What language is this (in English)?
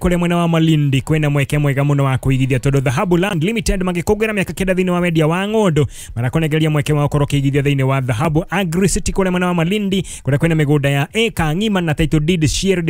Kikuyu